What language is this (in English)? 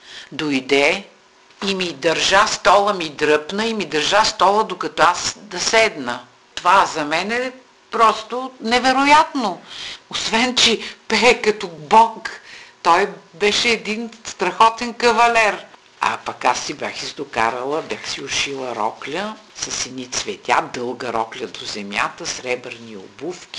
Bulgarian